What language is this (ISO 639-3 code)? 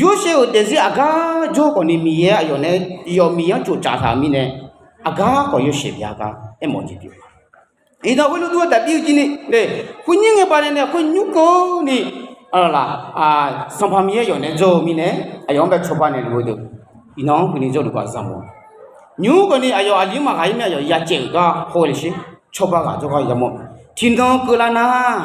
ahk